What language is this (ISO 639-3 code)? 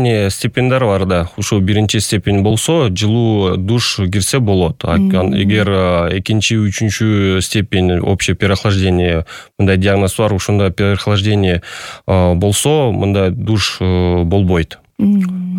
kir